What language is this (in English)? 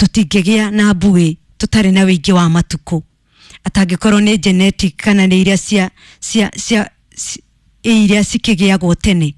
Kikuyu